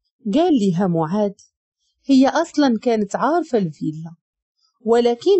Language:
Moroccan Arabic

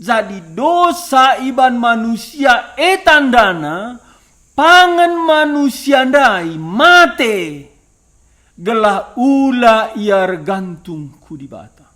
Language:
Batak Karo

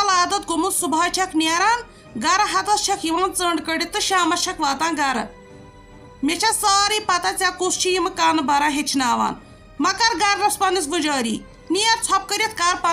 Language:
Kashmiri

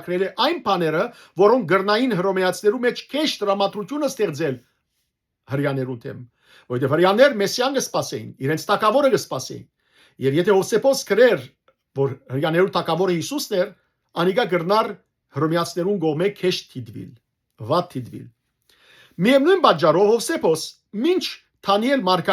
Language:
Western Armenian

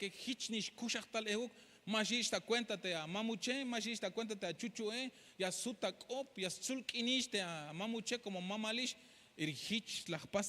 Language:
Tzeltal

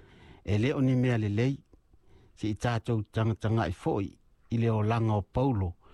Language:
Samoan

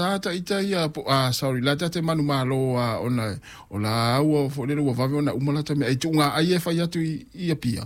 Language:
Samoan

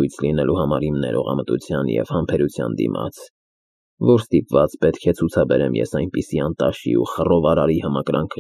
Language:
Armenian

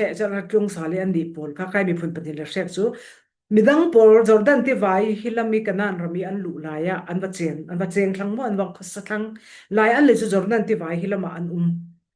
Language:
Falam Chin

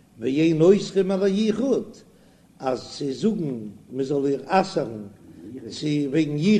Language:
Yiddish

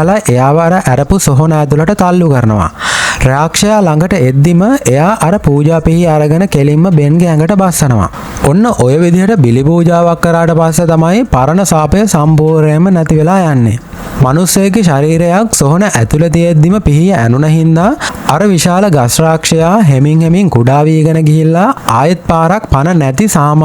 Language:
Sinhala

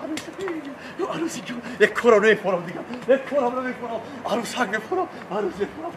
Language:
Tajik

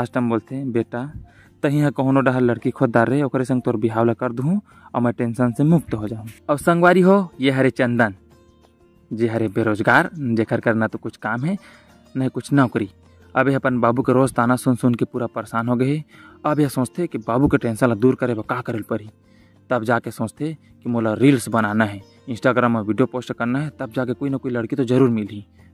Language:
Chhattisgarhi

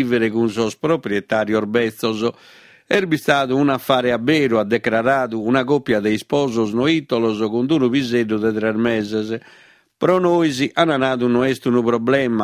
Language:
Sardinian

